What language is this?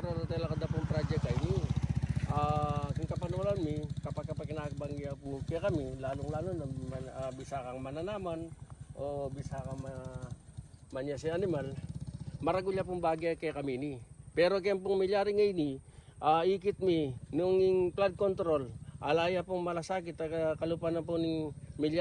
Pampanga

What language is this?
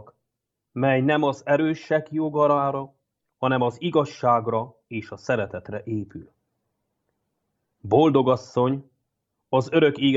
Hungarian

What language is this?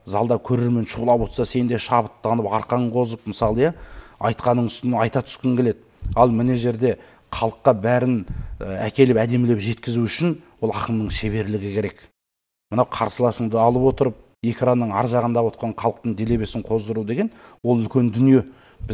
Kazakh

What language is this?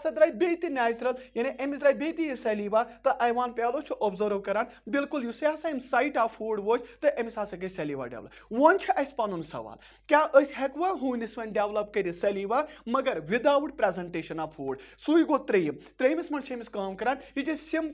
Kashmiri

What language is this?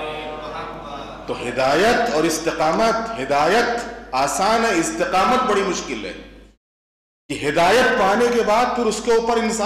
Urdu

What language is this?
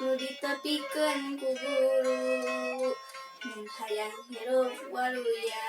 Sundanese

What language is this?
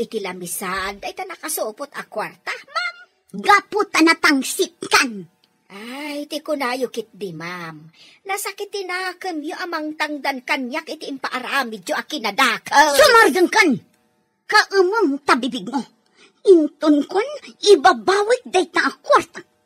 Iloko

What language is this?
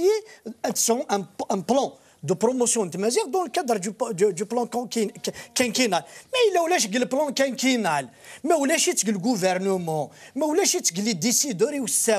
Kabyle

